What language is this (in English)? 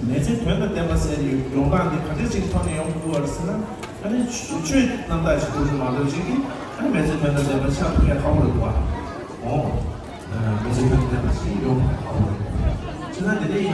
Tibetan